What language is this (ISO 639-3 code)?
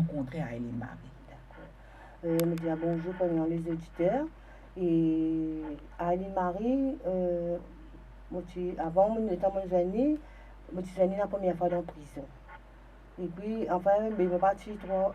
mfe